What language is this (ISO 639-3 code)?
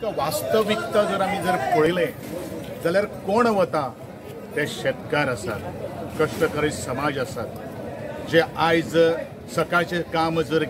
kok